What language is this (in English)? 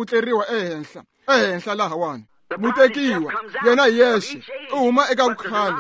Tsonga